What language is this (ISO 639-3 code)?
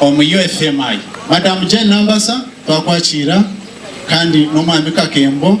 nyn